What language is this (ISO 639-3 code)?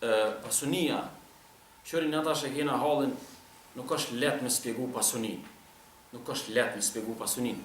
sqi